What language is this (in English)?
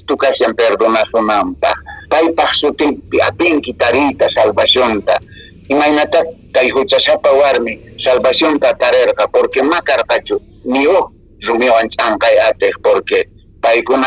Quechua